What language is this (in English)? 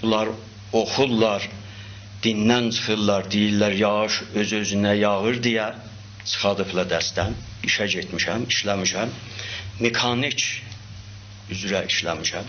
South Azerbaijani